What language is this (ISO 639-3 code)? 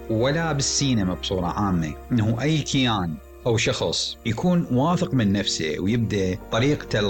acm